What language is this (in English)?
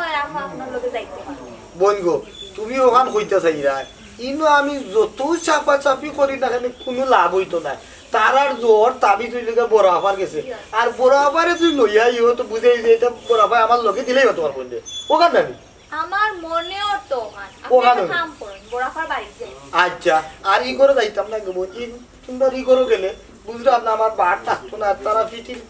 Sylheti